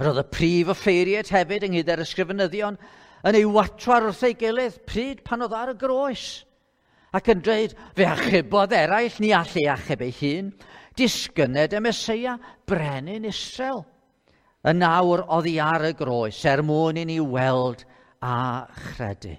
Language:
Welsh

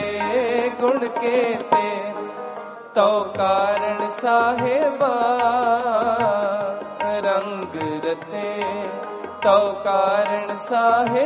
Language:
Punjabi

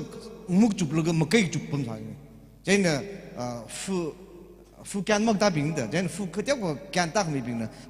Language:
Tangkhul Naga (India)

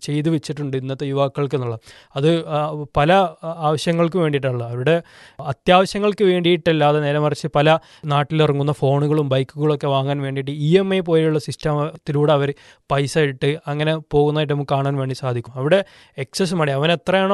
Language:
Malayalam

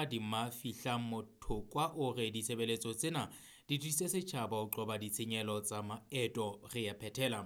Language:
Southern Sotho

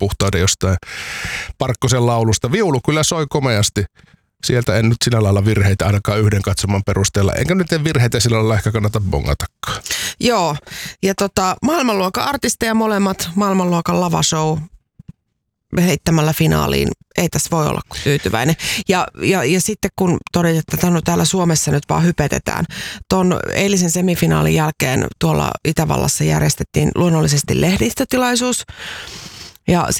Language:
Finnish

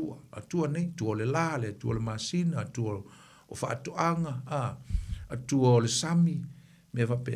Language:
Samoan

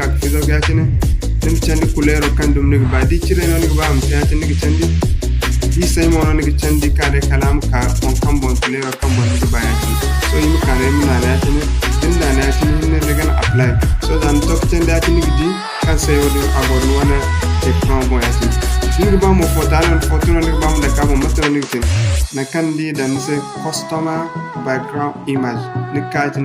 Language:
Zarma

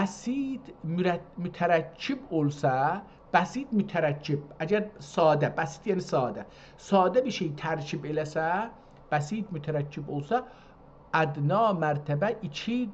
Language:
South Azerbaijani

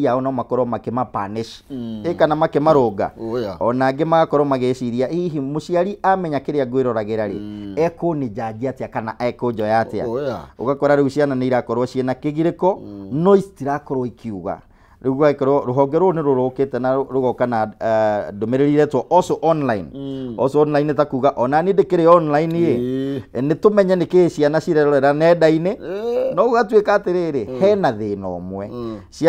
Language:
Kikuyu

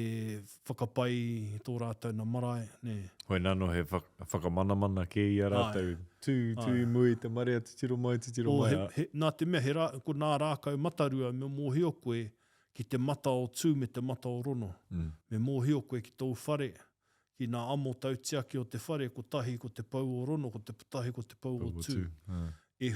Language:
Māori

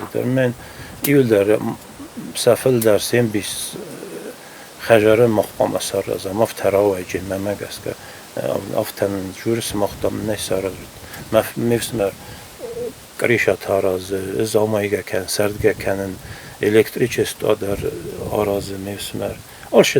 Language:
Ossetic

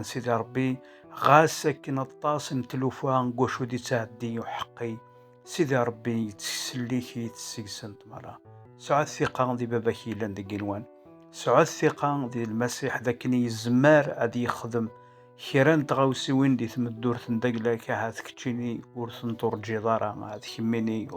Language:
Kabyle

